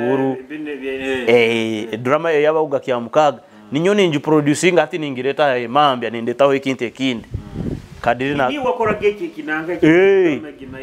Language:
Nyoro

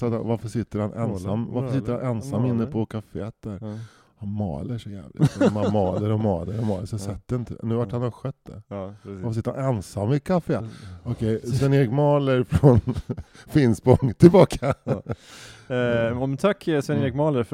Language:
Swedish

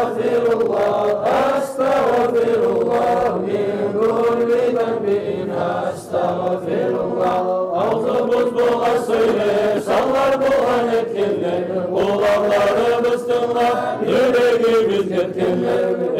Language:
Kumyk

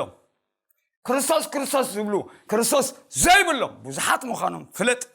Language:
Tigrinya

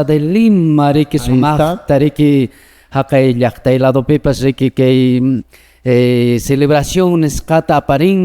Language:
Quechua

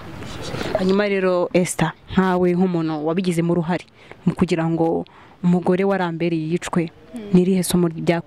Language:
Kinyarwanda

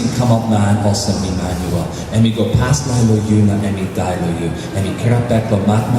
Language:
Tok Pisin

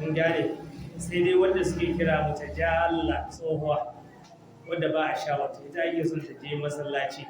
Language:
Hausa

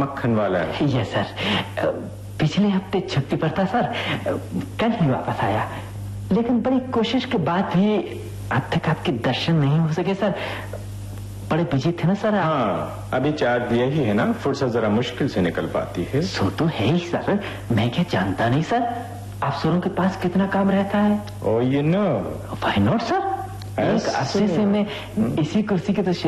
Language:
Hindi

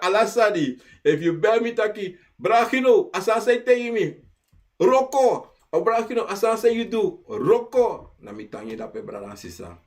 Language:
Sranan Tongo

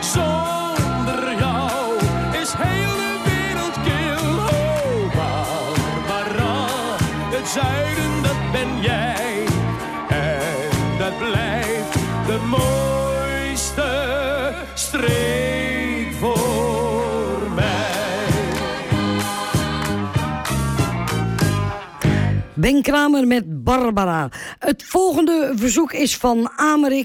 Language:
Dutch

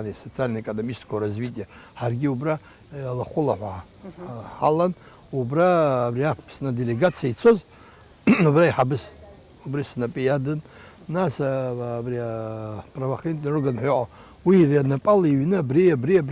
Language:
Abkhazian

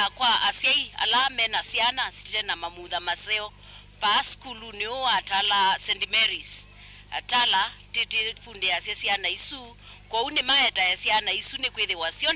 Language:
Kamba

